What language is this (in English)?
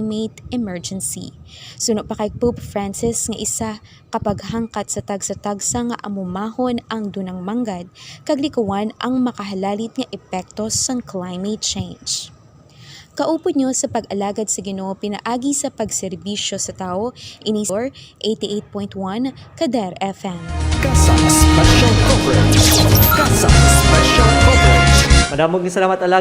Hiligaynon